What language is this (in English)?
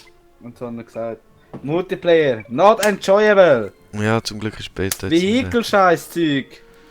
Swiss German